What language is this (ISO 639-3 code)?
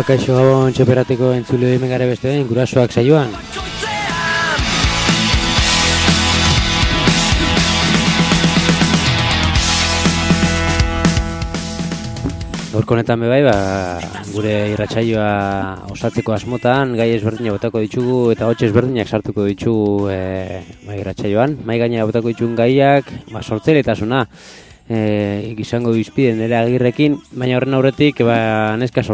eus